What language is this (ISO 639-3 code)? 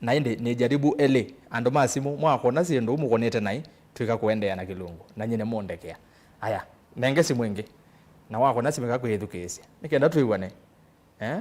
kam